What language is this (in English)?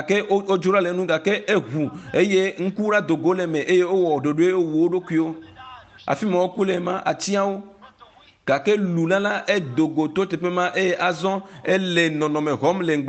Ewe